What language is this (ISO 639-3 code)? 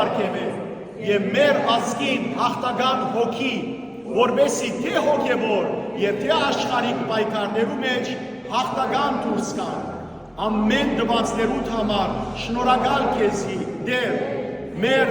hyw